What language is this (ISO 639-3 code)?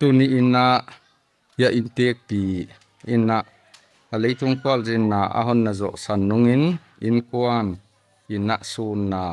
pck